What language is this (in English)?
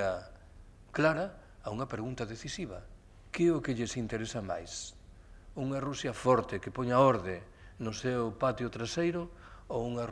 Galician